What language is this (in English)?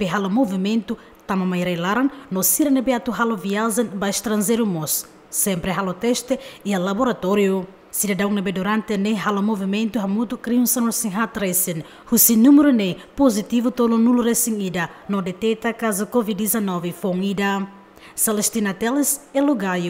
Tetum